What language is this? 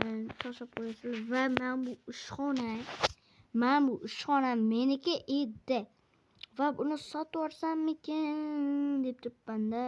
Uzbek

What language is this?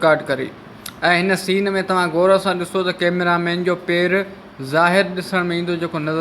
Sindhi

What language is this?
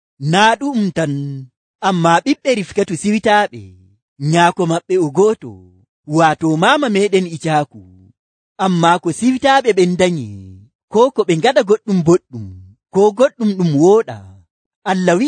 Nigerian Fulfulde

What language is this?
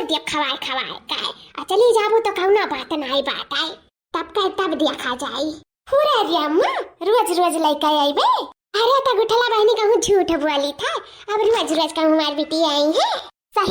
Awadhi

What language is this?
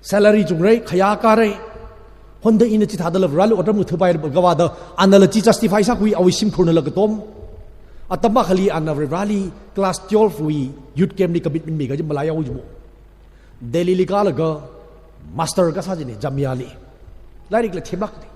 Tangkhul Naga (India)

